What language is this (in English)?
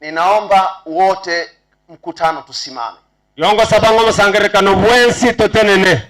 Gusii